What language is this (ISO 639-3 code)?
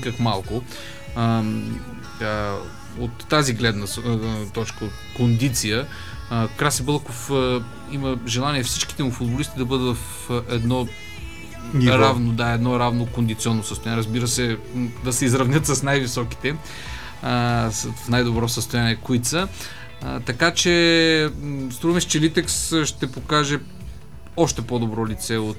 bul